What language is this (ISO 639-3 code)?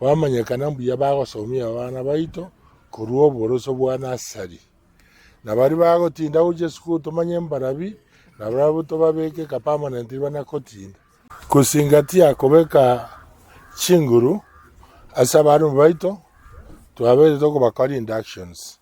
guz